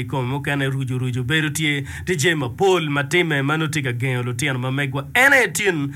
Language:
Acoli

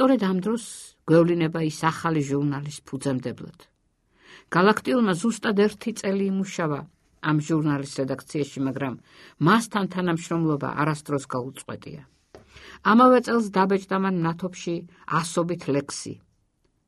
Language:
Georgian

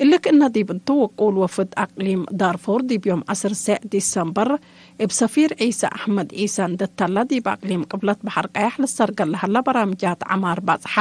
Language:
Tigre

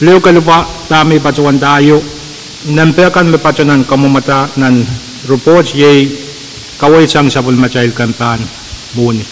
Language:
Pohnpeian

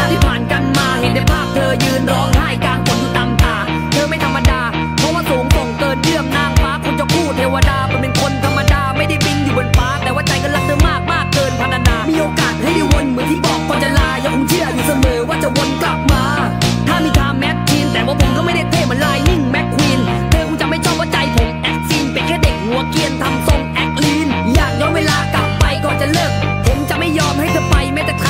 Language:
Thai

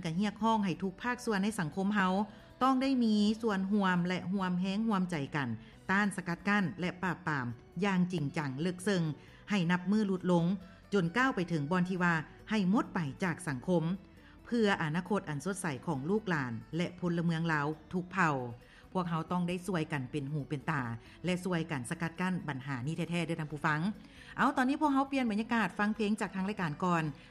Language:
Lao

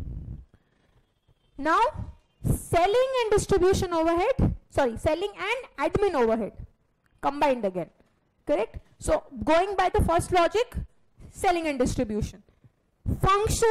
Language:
English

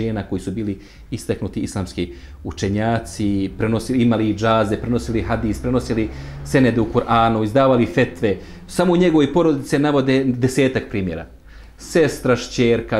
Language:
Bosnian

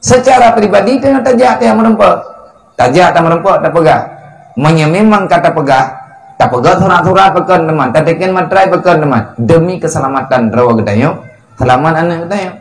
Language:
Achinese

